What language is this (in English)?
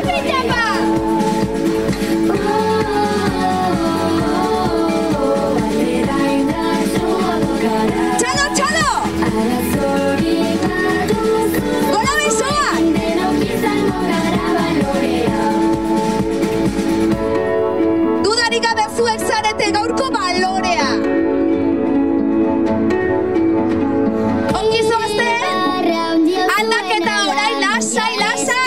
Basque